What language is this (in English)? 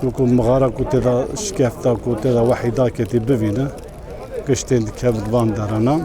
Kurdish